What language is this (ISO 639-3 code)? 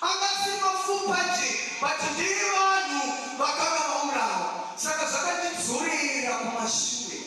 sna